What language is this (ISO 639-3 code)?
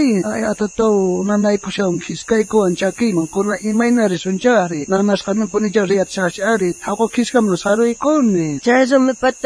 quh